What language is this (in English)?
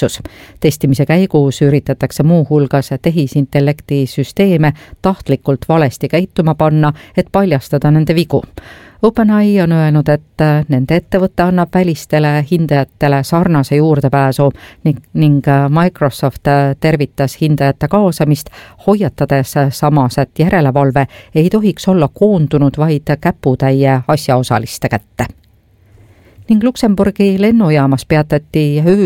Estonian